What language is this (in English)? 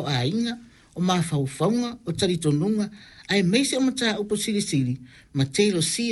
Samoan